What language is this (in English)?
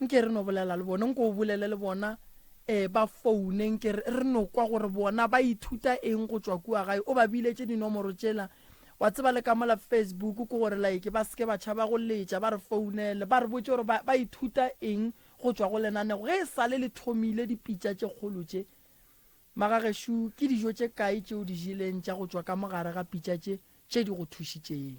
Northern Sotho